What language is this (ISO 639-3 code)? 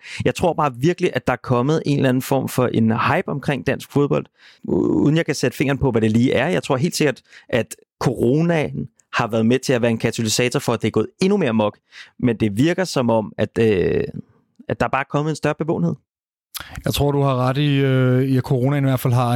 dan